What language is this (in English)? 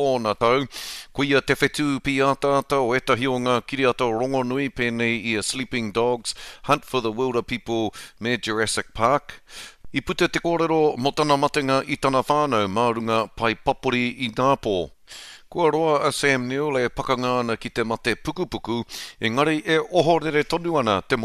Māori